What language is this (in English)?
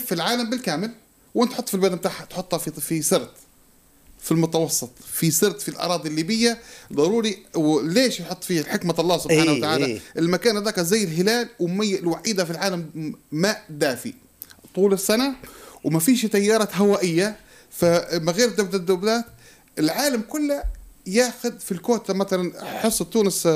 Tunisian Arabic